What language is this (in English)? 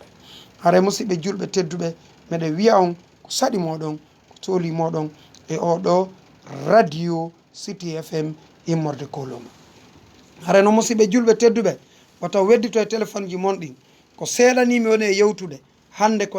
Fula